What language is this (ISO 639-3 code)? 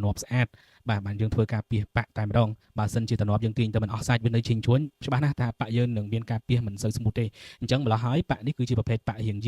khm